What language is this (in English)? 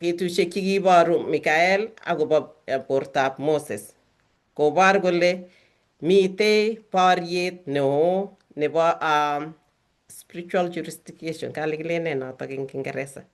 Kalenjin